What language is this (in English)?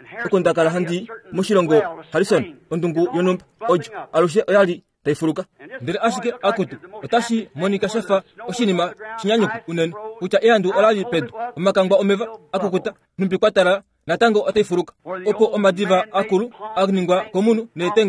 Kuanyama